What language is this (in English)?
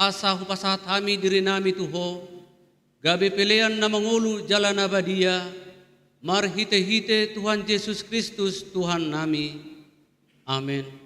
Batak Toba